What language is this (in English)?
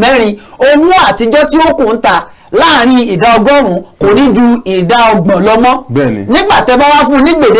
Yoruba